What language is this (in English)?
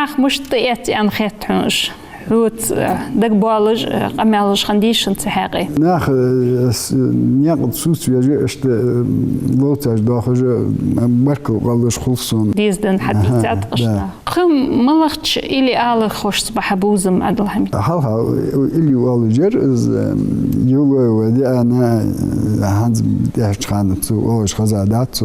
Ingush